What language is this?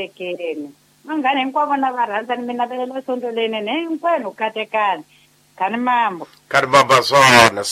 Tsonga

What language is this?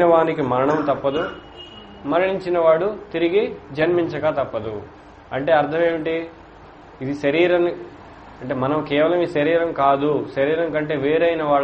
Telugu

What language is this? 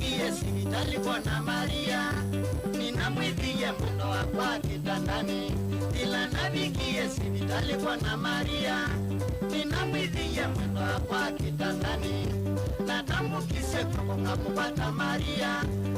Kamba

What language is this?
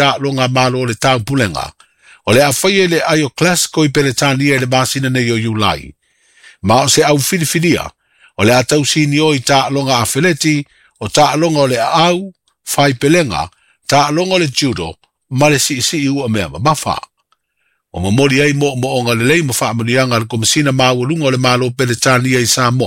Samoan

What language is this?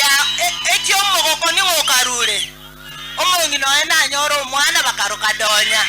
Gusii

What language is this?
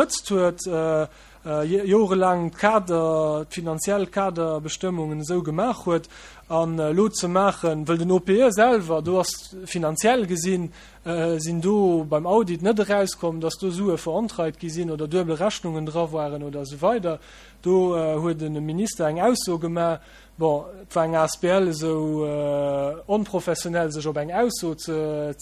Luxembourgish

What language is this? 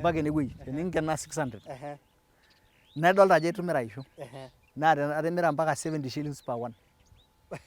Masai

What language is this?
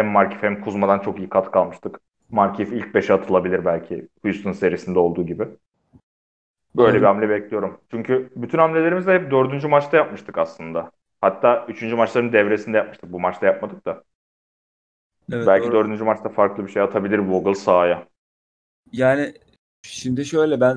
Turkish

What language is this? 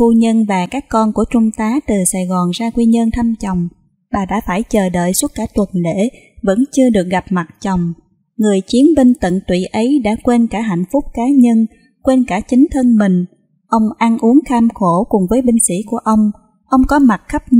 Vietnamese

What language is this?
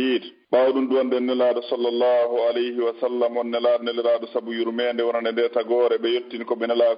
Fula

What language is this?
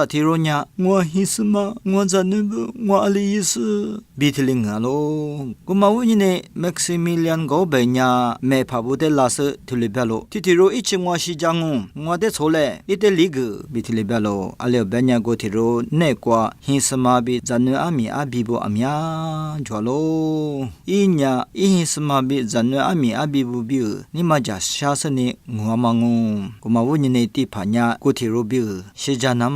Lisu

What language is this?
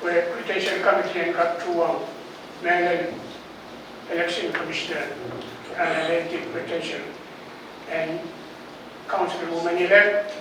Pohnpeian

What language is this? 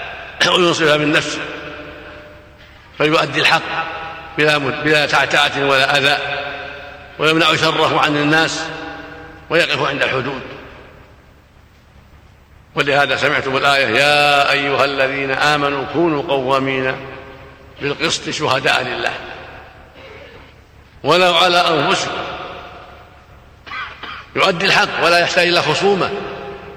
Arabic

